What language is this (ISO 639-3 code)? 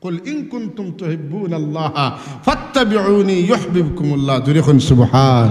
syl